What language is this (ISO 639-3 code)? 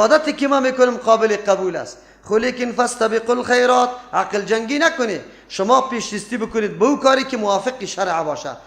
fas